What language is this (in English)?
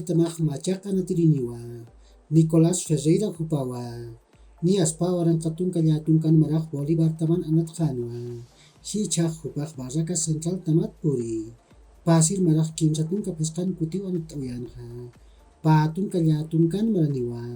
Aymara